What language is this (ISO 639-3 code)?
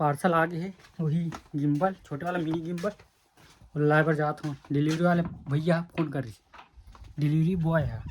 hne